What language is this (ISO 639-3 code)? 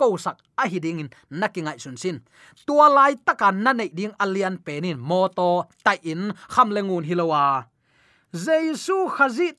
ctd